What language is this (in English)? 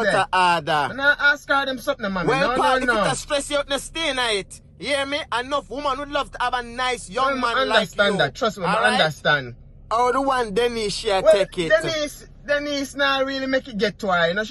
Jamaican Creole English